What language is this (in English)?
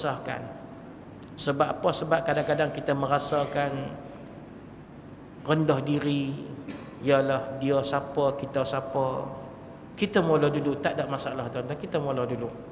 Malay